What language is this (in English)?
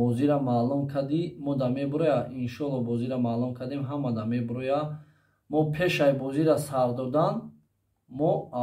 Tajik